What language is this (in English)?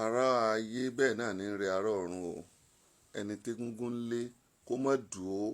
Yoruba